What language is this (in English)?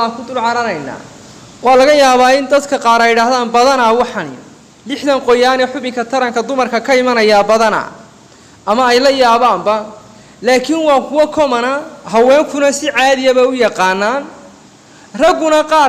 Somali